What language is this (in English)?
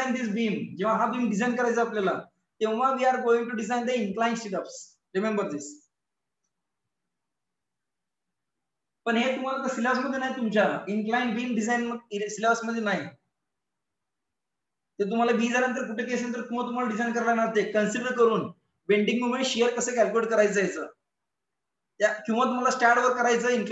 Marathi